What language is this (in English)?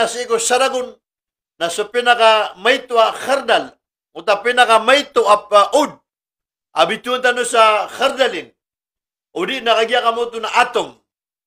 Maranao